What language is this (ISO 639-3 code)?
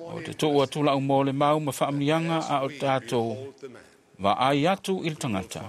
smo